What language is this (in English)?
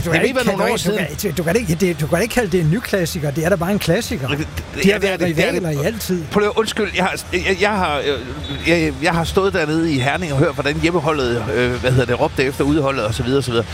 Danish